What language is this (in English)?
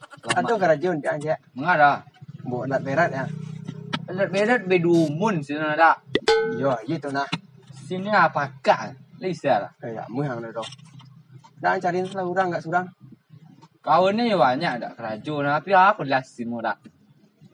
Minangkabau